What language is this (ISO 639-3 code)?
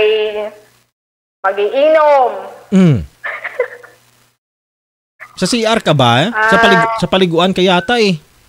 fil